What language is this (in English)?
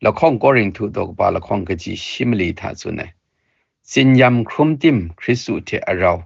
Kachin